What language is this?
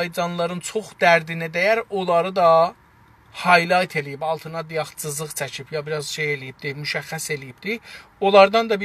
South Azerbaijani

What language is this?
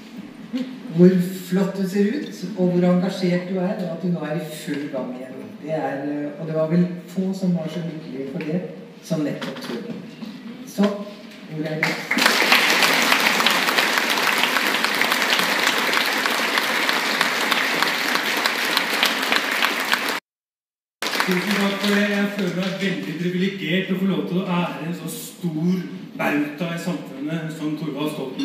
Norwegian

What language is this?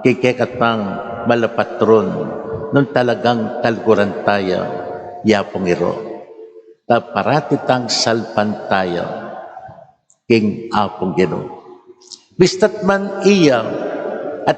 Pampanga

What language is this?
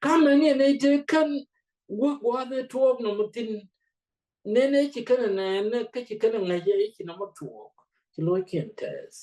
Nuer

